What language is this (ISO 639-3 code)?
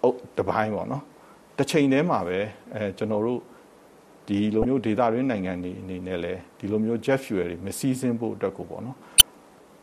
mya